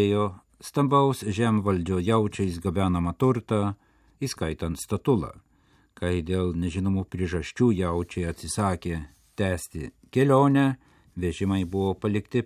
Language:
Lithuanian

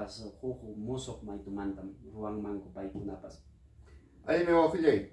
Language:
Ayacucho Quechua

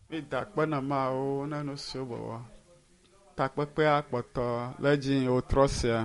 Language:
Ewe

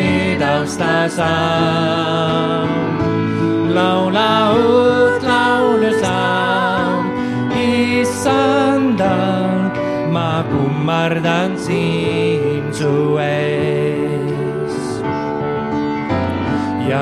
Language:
Estonian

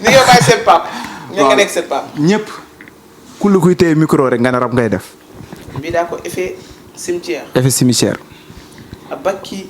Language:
Fula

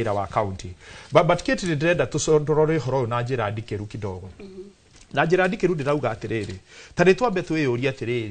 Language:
Kikuyu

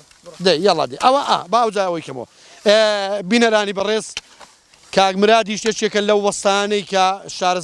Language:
Central Kurdish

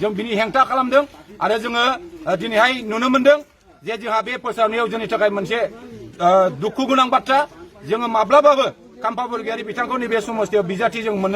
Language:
Bodo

